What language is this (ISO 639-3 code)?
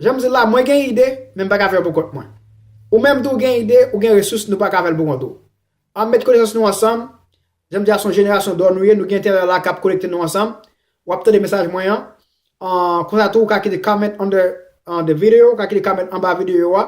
hat